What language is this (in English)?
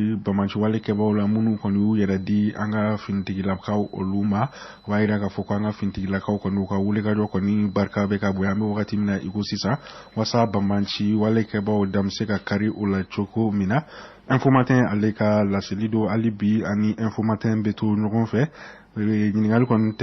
Bambara